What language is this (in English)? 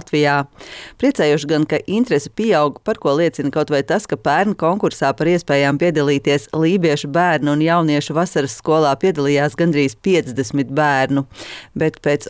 Latvian